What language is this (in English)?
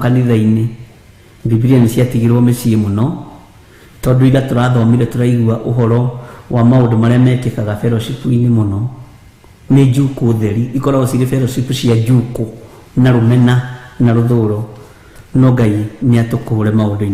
Kikuyu